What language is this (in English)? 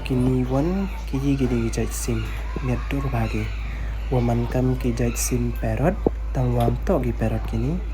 Pnar